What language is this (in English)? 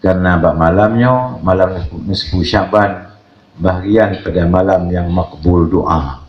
Achinese